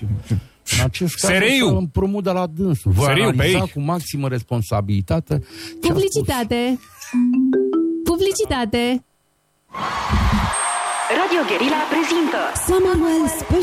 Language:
Romanian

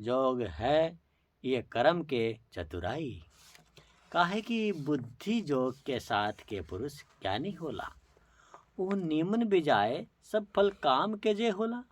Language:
Bhojpuri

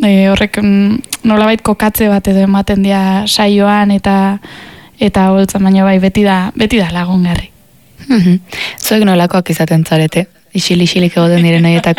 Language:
Basque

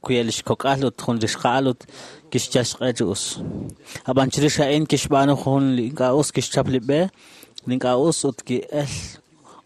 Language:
Kekchí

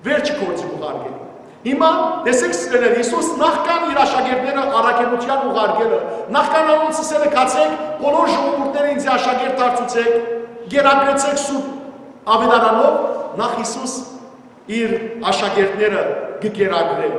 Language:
Western Armenian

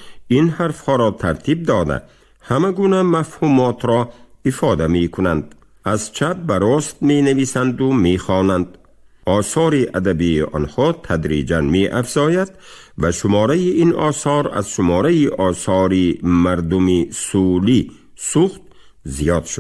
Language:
Tajik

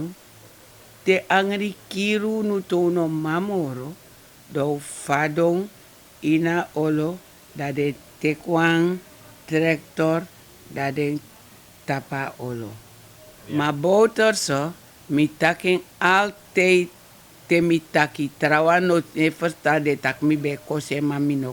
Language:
Sranan Tongo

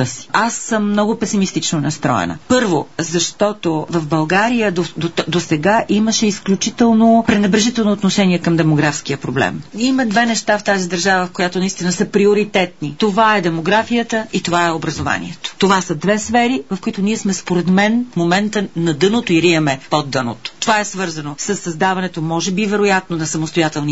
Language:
Bulgarian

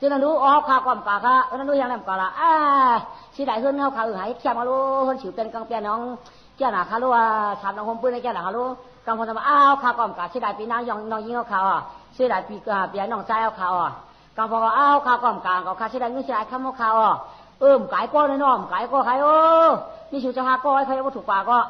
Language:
Shan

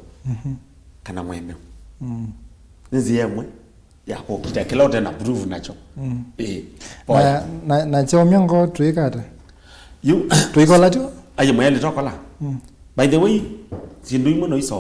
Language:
Kamba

